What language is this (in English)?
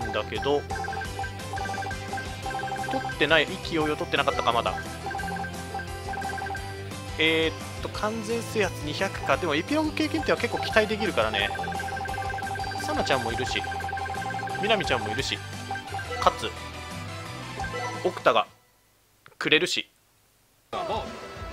Japanese